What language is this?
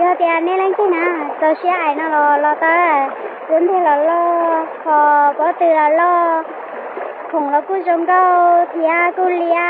Hmong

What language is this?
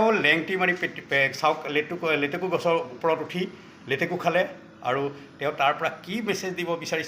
Assamese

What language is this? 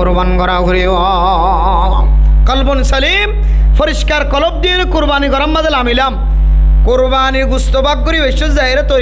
Rohingya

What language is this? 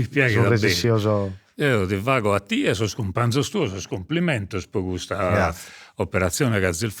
Sardinian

